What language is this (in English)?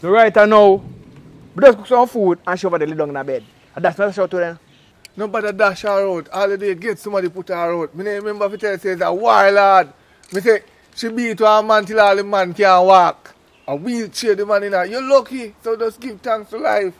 Jamaican Creole English